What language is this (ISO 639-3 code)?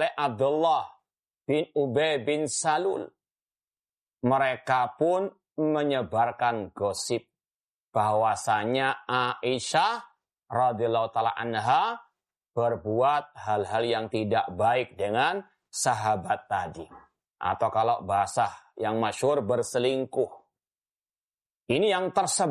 ind